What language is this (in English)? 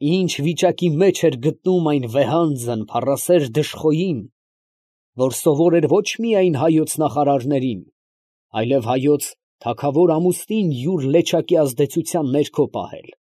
Armenian